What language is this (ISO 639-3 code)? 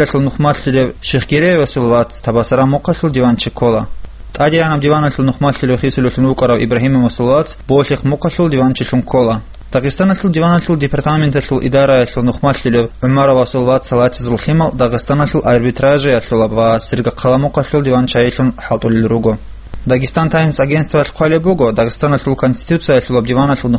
ava